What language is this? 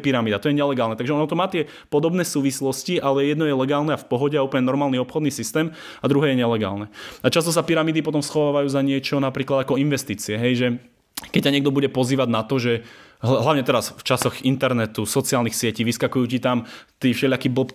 Slovak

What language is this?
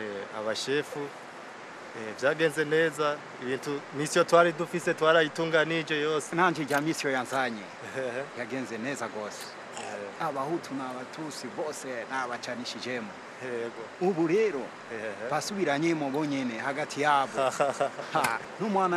Rundi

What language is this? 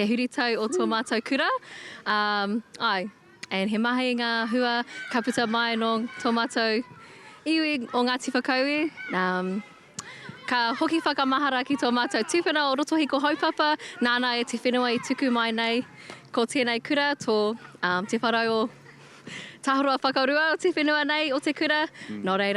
Māori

